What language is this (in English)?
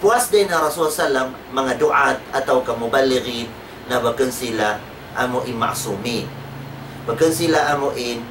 Tausug